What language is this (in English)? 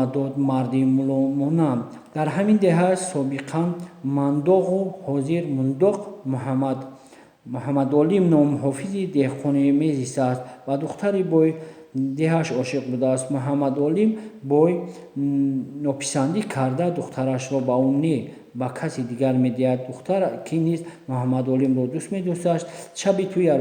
Tajik